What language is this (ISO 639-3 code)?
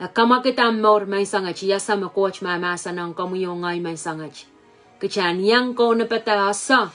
pon